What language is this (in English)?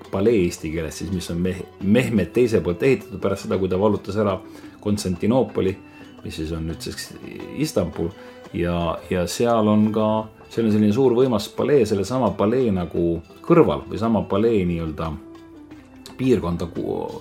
Estonian